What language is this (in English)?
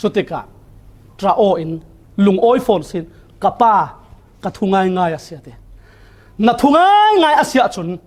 Falam Chin